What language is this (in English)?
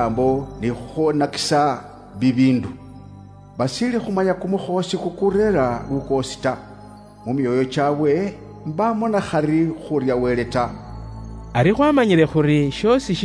Luyia